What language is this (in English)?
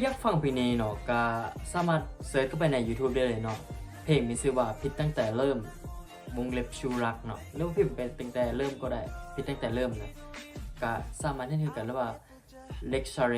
Lao